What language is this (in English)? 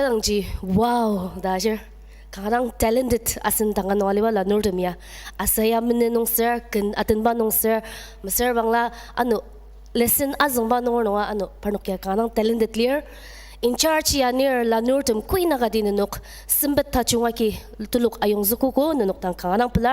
Ao Naga